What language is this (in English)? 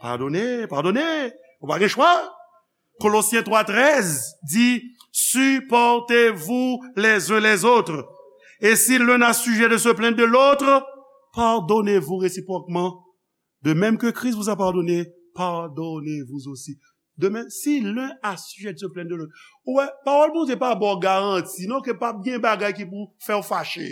Haitian Creole